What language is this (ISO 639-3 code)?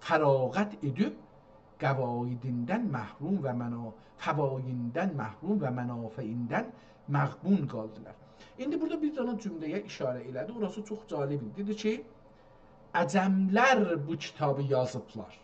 azb